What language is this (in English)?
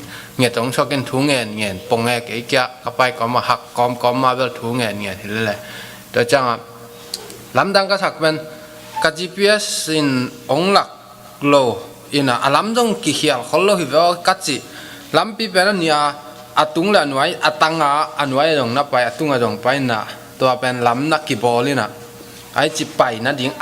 Tedim Chin